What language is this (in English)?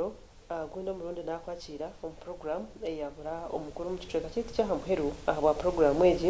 Nyankole